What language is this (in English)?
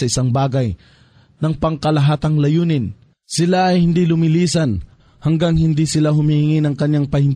Filipino